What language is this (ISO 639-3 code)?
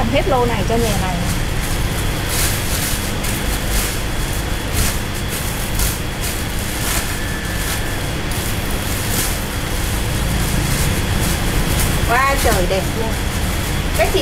vie